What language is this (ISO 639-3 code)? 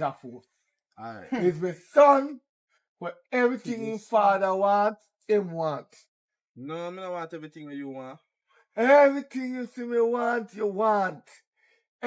jam